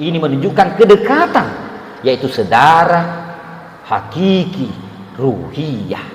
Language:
Buginese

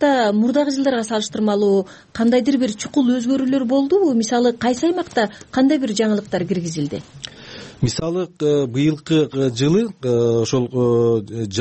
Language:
Kyrgyz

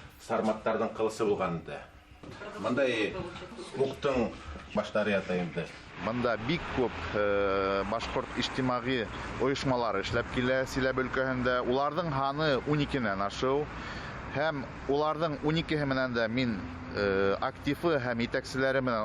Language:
Bashkir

